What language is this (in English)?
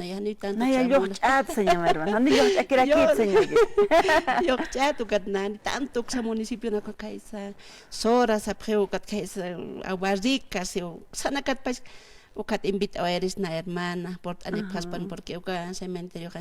Aymara